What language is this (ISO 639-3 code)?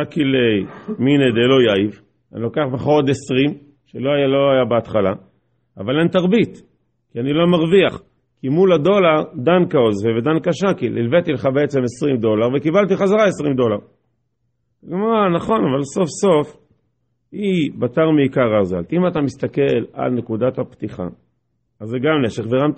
heb